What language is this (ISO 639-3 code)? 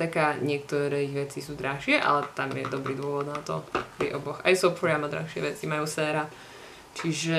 slk